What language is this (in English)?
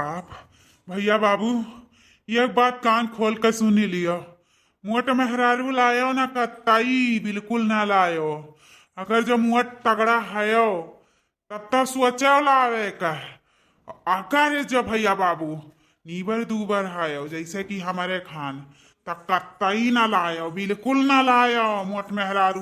Awadhi